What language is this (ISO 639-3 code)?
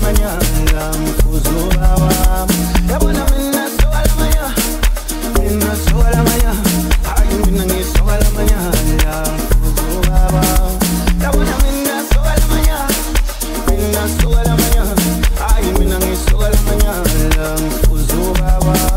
zul